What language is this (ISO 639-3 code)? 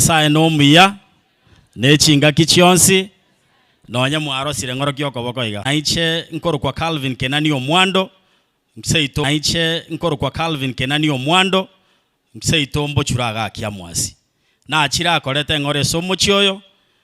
guz